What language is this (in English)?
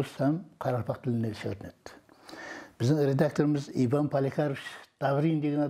Kara-Kalpak